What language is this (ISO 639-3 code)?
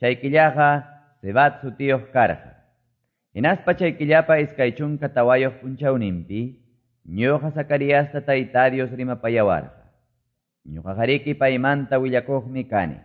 que